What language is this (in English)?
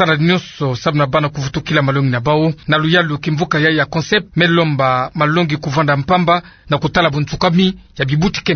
Kituba (Democratic Republic of Congo)